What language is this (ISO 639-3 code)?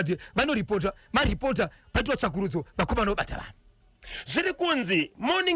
sna